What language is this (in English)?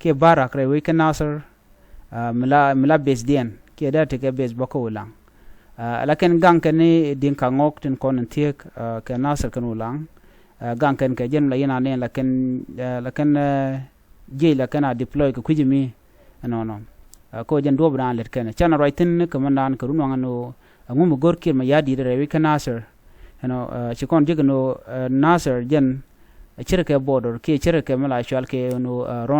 Nuer